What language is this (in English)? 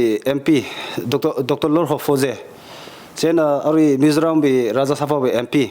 Tangkhul Naga (India)